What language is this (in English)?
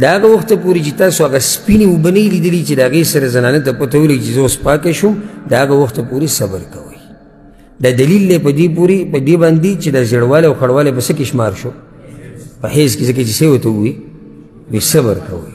Pashto